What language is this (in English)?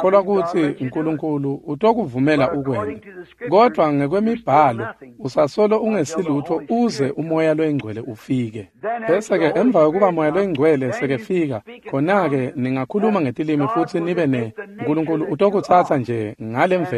Swati